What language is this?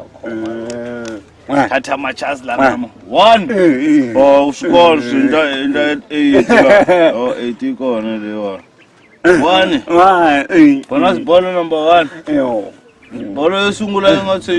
Tsonga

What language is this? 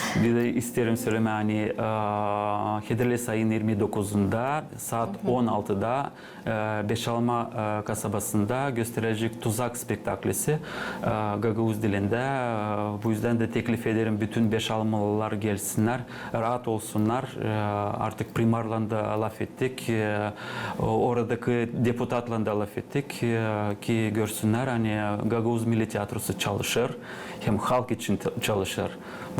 Gagauz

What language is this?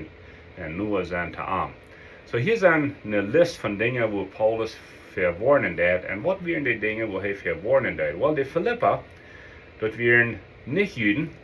Plautdietsch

